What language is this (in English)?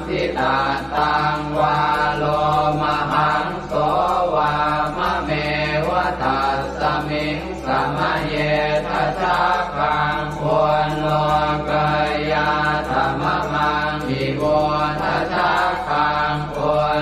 Pali